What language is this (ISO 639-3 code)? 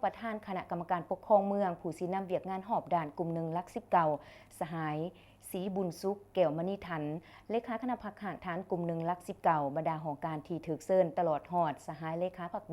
lao